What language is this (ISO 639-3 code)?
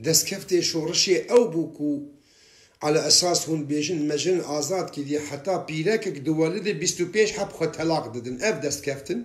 kur